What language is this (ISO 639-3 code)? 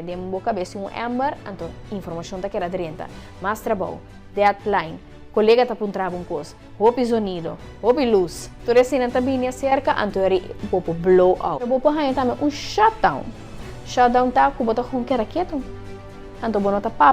pap